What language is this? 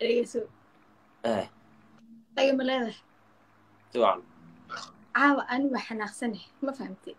Somali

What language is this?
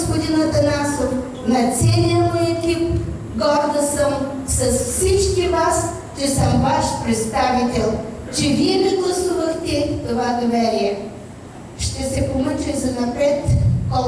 Bulgarian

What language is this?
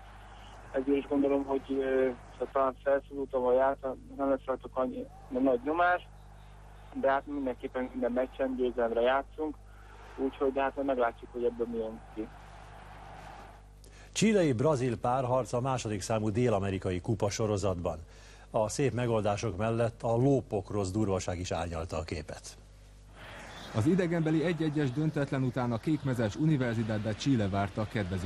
Hungarian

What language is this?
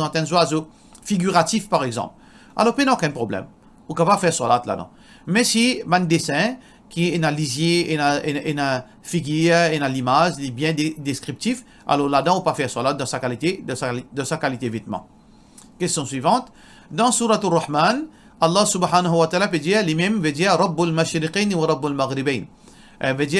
Morisyen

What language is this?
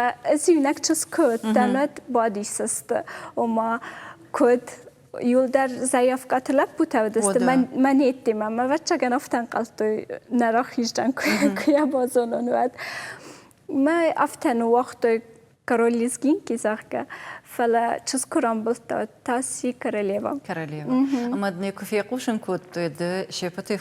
Ossetic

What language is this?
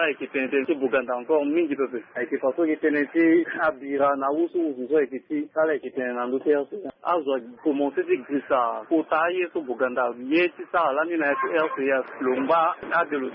Sango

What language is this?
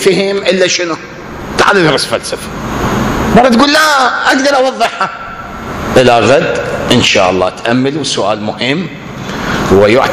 Mesopotamian Arabic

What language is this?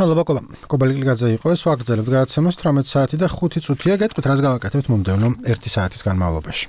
Georgian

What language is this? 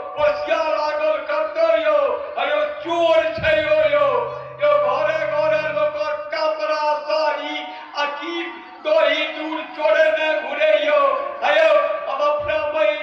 Maithili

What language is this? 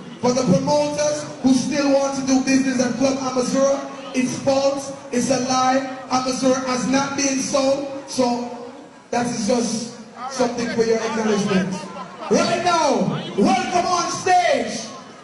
Jamaican Creole English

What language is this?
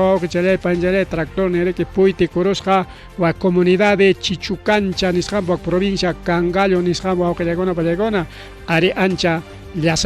Ayacucho Quechua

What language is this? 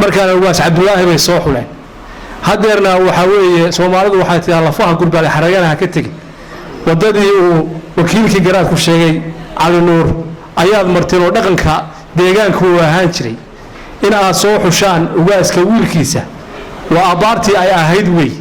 Somali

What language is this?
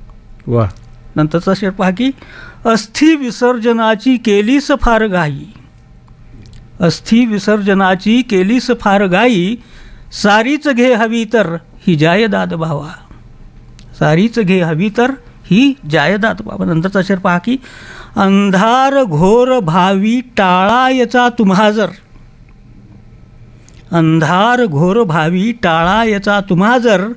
Marathi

